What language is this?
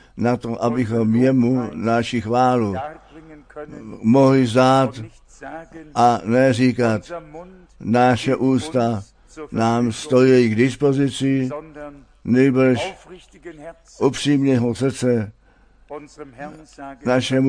Czech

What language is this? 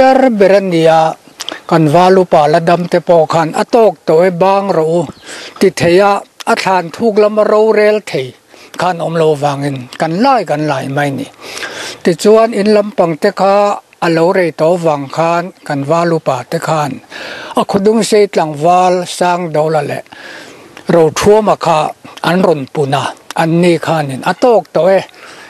Mizo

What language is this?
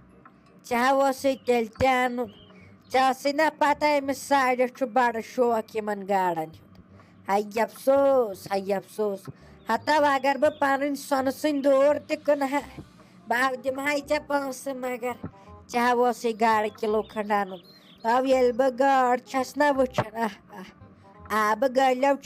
Kashmiri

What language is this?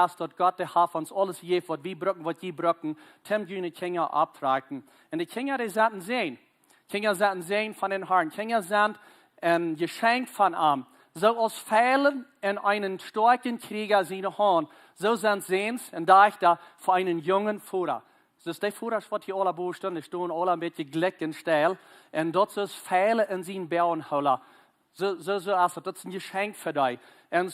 Plautdietsch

